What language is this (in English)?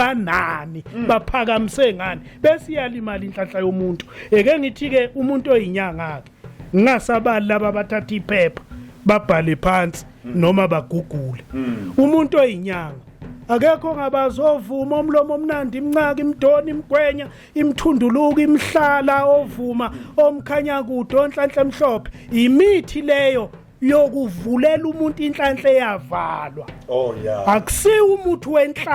Zulu